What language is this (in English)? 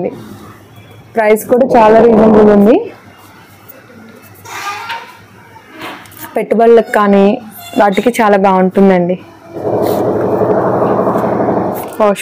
Telugu